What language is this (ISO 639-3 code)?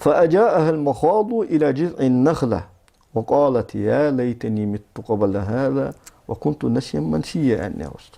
inh